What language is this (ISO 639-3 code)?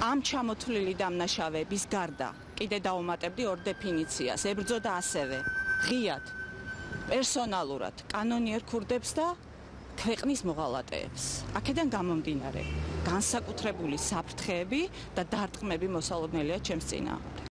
kat